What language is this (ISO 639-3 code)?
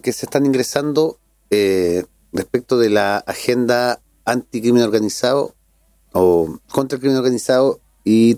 spa